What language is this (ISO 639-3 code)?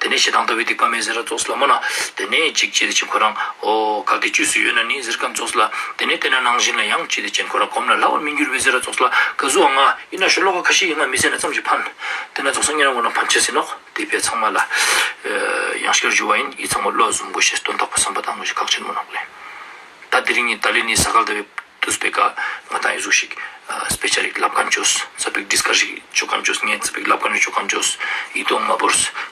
lbj